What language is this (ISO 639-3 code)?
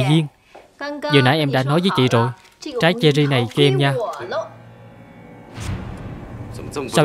vie